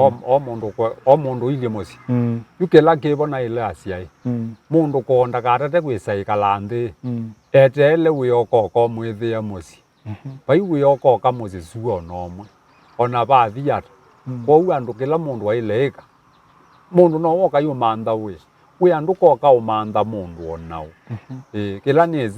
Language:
Kamba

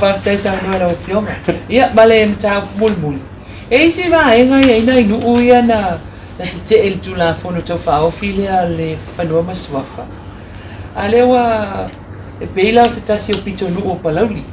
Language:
Samoan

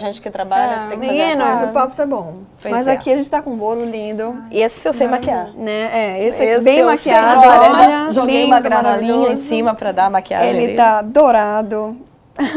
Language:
Portuguese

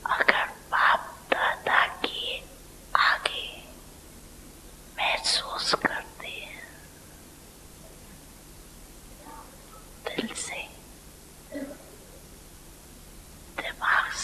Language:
Hindi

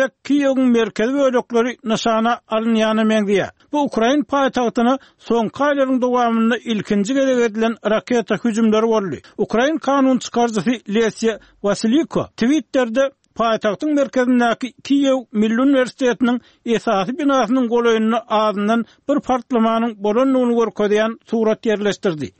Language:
Turkmen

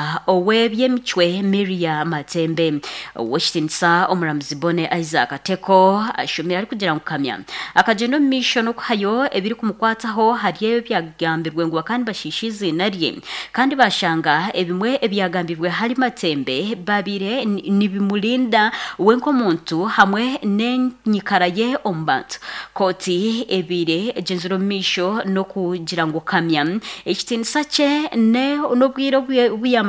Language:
Nyankole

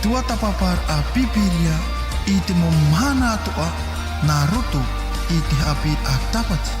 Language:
Tahitian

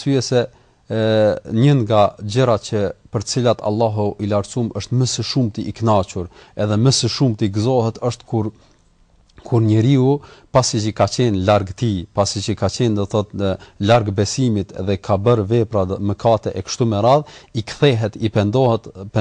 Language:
Albanian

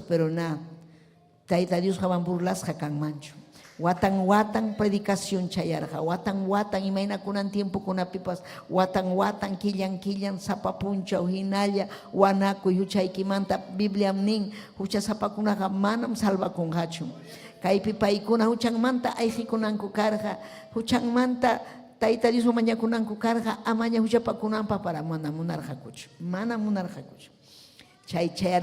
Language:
Ayacucho Quechua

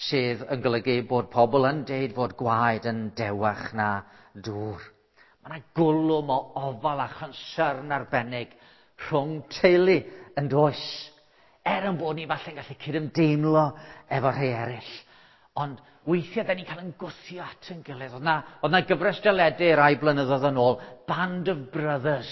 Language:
Welsh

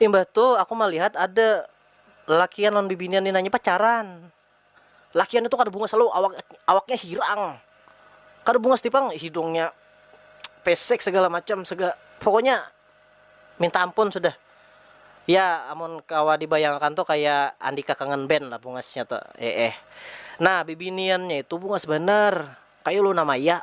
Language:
Banjar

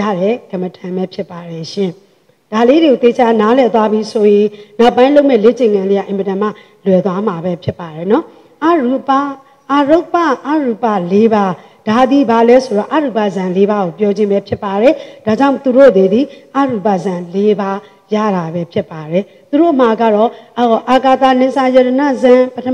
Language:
Burmese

